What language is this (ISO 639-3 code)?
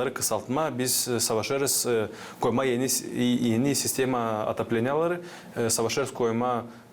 gag